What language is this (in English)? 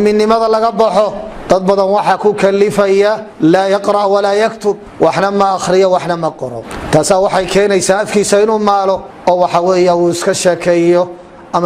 Somali